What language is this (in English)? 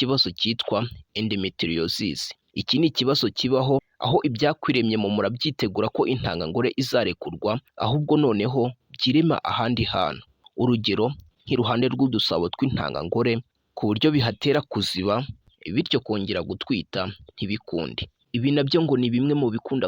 Kinyarwanda